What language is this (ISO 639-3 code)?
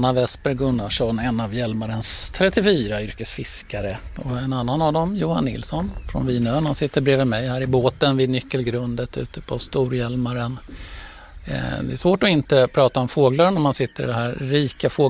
swe